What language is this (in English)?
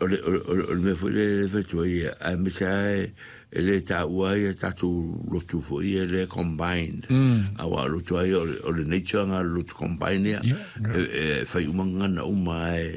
Samoan